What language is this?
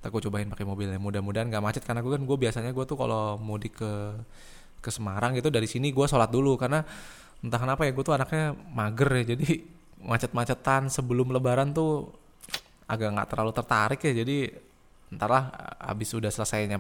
Indonesian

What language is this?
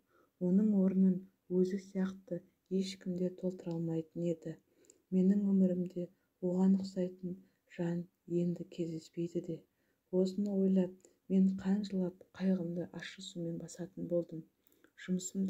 Kazakh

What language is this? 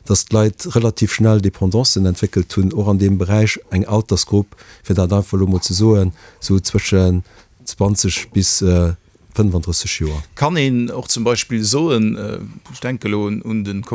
Luxembourgish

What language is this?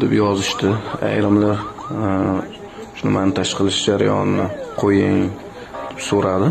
Uzbek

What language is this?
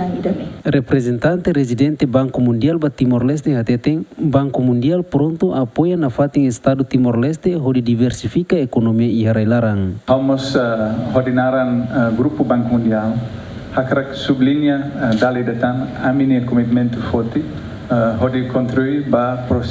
Tetum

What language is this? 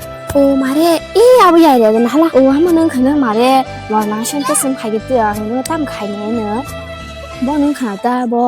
Kok Borok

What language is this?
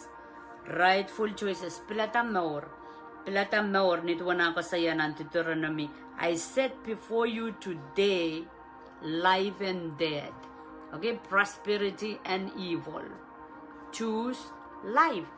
Pohnpeian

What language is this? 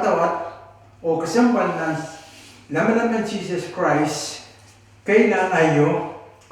Pohnpeian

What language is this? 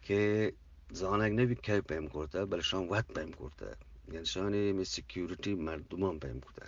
Eastern Balochi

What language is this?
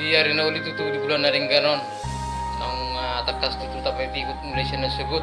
Batak Toba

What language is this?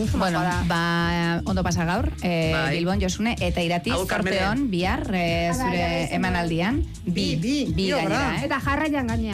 Basque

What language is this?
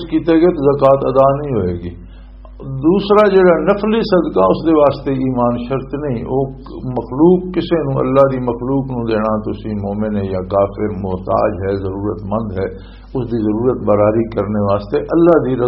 Western Panjabi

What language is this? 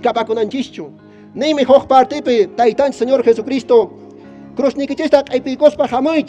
Quechua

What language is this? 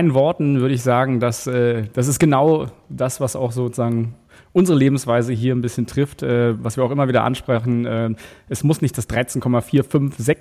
German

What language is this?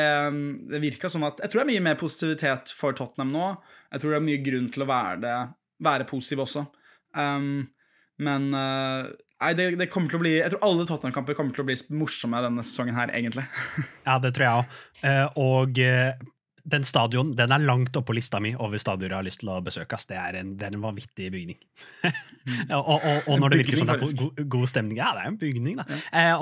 Norwegian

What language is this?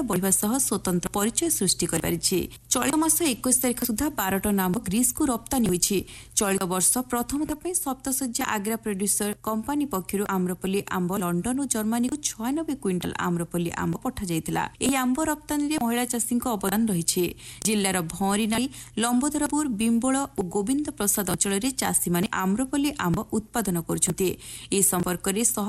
Odia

